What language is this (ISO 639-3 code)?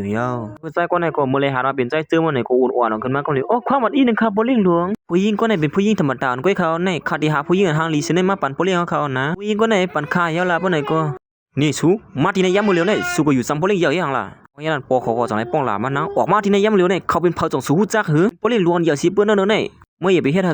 shn